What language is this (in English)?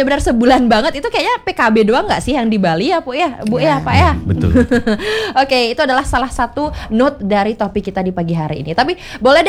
Indonesian